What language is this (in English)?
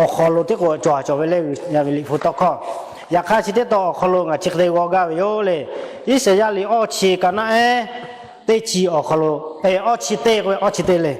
Lahu